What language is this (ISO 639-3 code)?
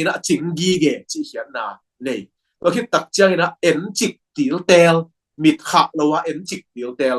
ctd